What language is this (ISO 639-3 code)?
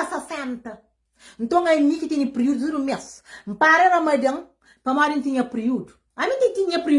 kea